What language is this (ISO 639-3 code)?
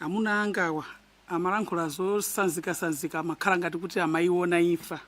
nya